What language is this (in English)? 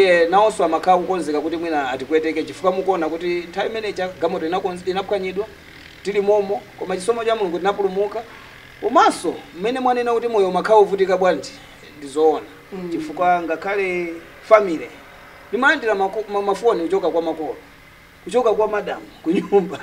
Nyanja